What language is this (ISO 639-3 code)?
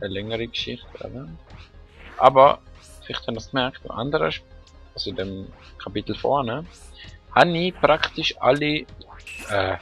gsw